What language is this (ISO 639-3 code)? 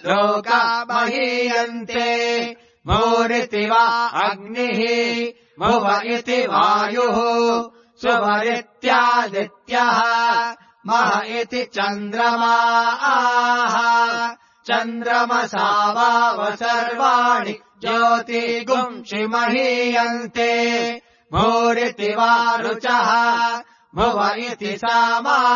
san